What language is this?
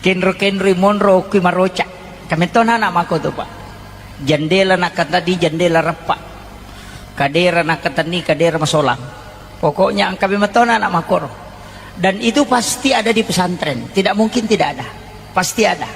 Buginese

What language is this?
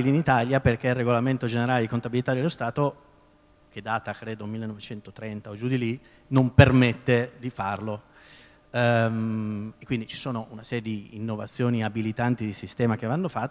Italian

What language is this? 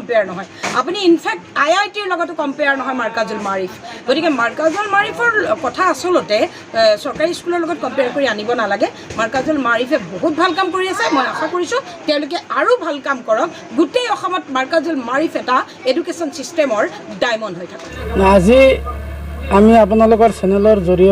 Assamese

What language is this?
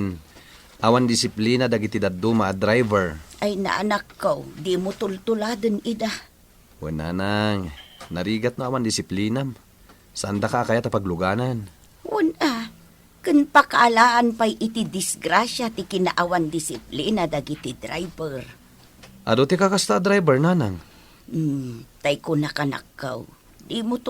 Iloko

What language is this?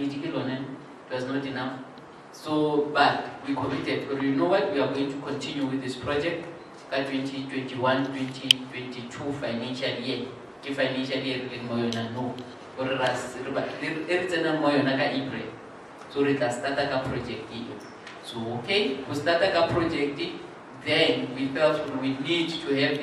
Tswana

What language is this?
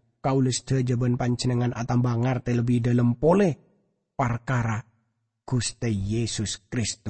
Madurese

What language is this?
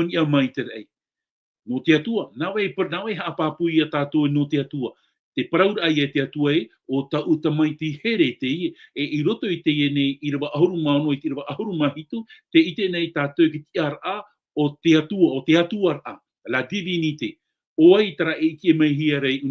Tahitian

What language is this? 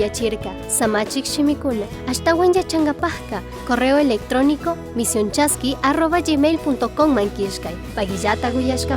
Chimborazo Highland Quichua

